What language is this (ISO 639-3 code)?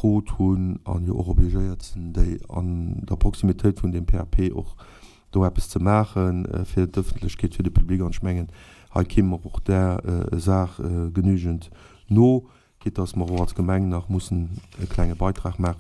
ltz